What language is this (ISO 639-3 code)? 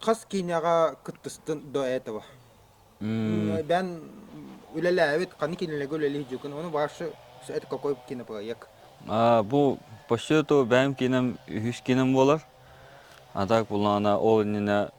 sah